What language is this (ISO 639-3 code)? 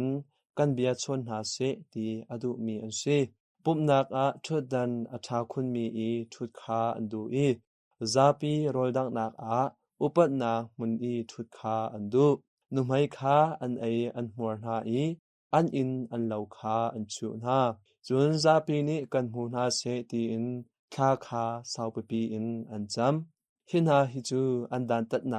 cnh